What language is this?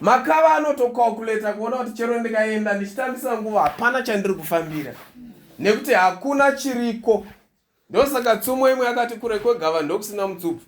Shona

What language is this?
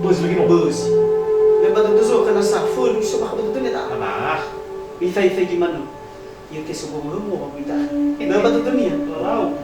Nias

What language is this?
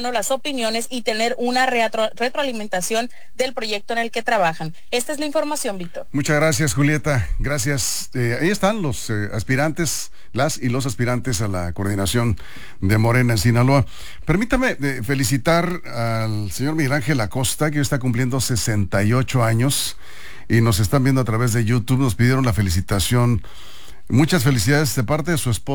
Spanish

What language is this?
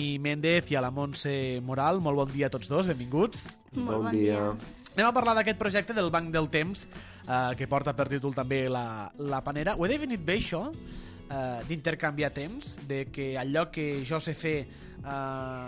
Catalan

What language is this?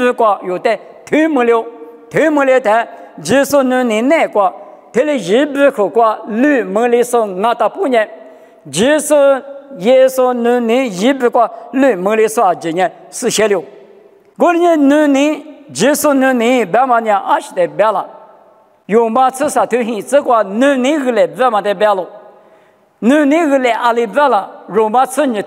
Lisu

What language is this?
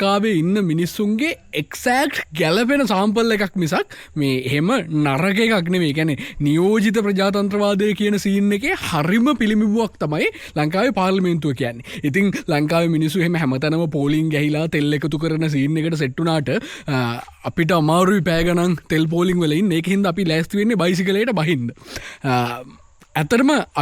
Sinhala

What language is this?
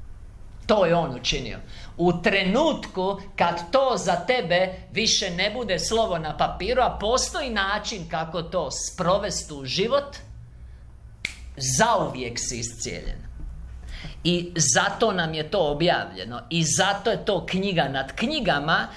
Croatian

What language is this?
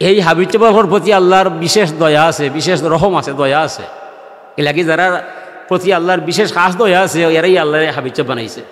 Sylheti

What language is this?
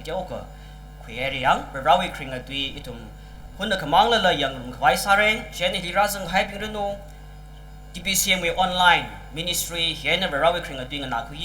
Tangkhul Naga (India)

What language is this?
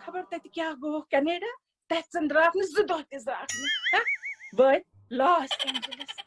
Kashmiri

